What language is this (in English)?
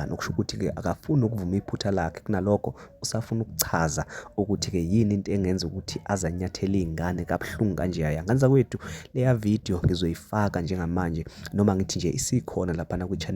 Zulu